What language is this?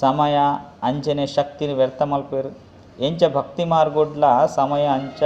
Tulu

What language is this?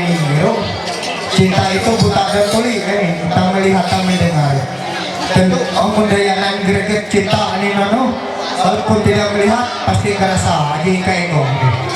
Ma'anyan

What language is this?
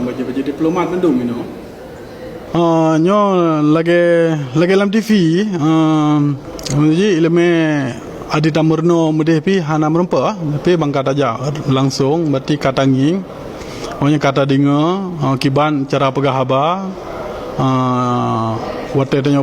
Achinese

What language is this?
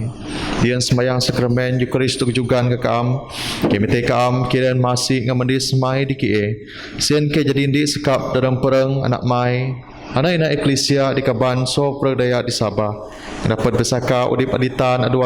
Biatah Bidayuh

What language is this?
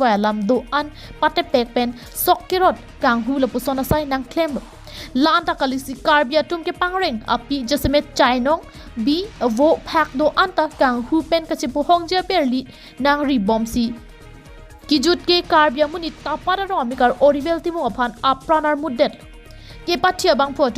Karbi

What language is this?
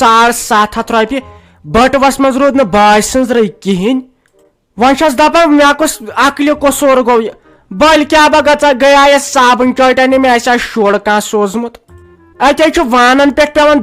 Kashmiri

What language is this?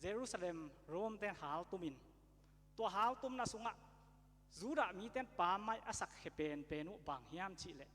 Tedim Chin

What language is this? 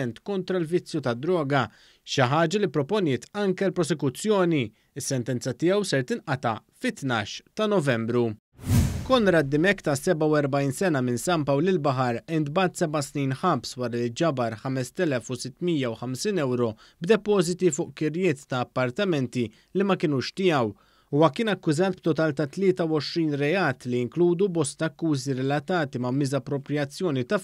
Maltese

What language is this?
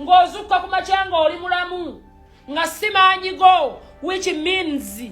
Ganda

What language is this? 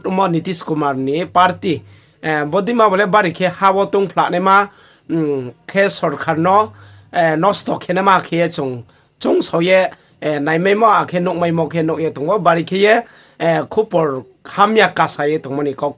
Riang (India)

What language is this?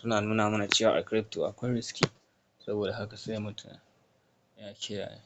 Hausa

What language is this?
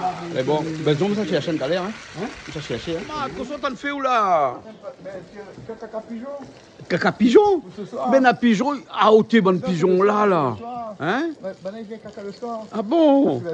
Réunion Creole French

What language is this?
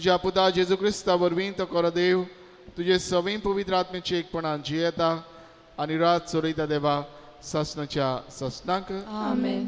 Konkani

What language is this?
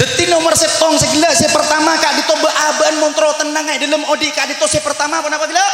Madurese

